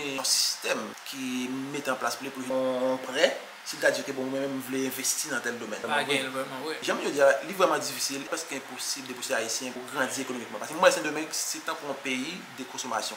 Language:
Haitian Creole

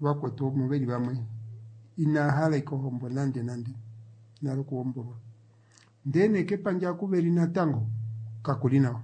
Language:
Kuanyama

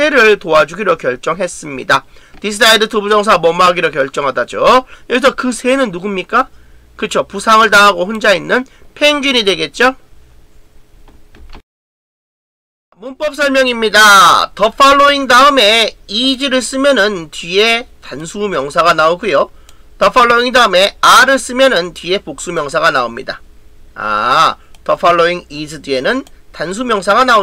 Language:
Korean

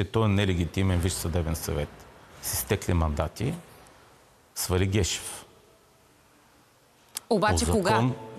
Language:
Bulgarian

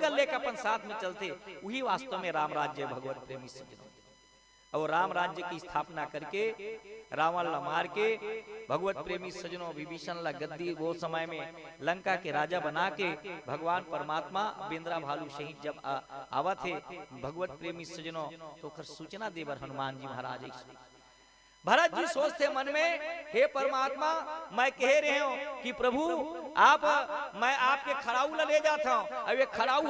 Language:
Chhattisgarhi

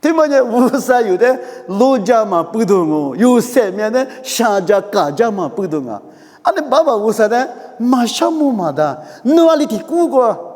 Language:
Lisu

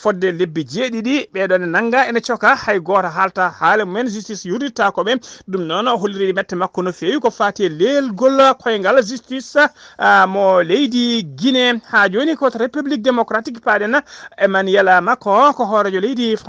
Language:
Fula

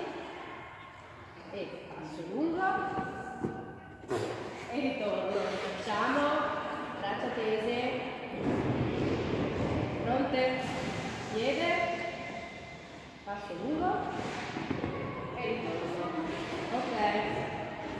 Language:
Italian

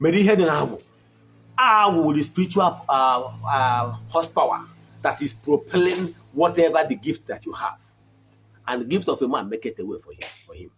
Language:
Igbo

